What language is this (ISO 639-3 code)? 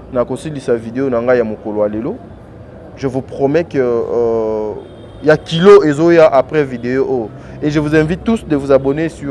lin